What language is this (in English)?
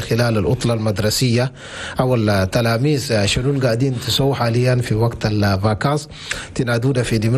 Chadian Arabic